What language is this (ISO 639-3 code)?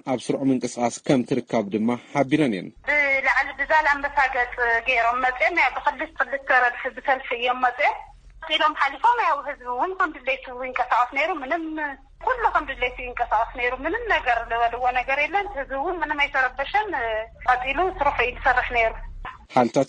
tir